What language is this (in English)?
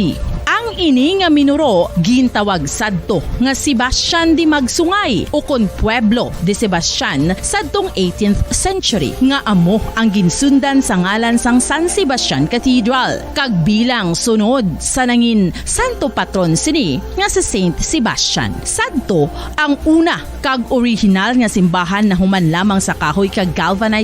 Hiligaynon